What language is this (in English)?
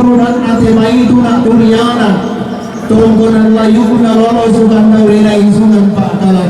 Toraja-Sa'dan